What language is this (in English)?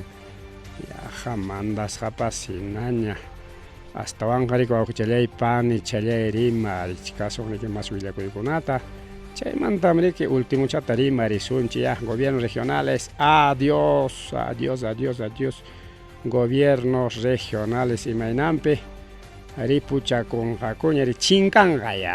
Ayacucho Quechua